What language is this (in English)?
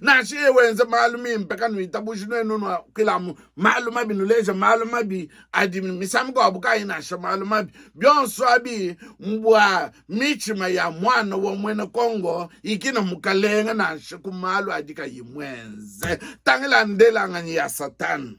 Luba-Lulua